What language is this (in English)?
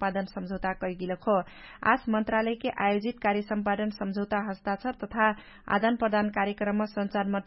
Dangaura Tharu